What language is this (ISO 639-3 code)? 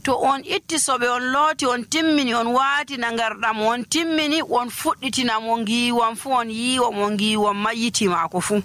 fuv